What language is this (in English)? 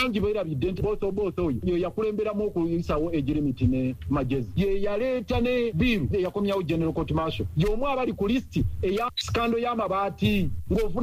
Ganda